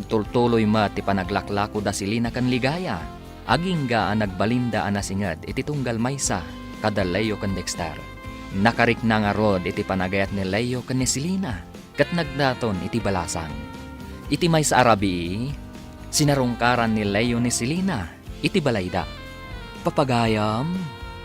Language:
Iloko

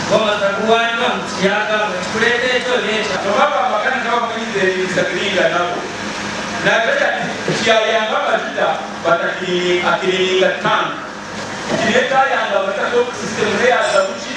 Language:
Nyankole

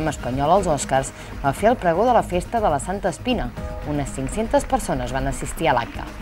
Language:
Catalan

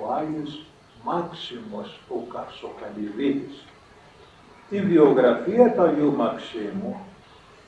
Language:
Greek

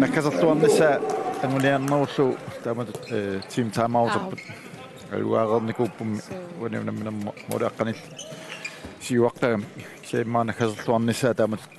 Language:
Kalaallisut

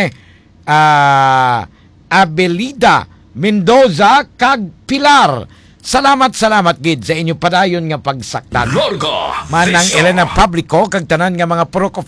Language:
Hiligaynon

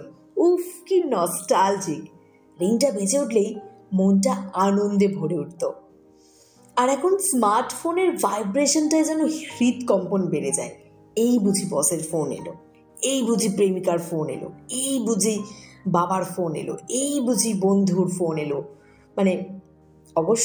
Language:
Bangla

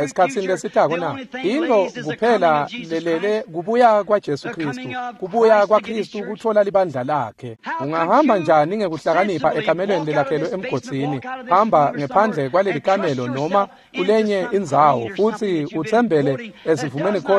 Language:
Swati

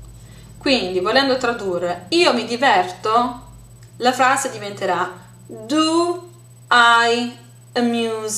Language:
Italian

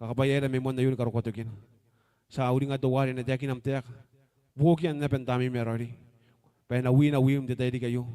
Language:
Gilbertese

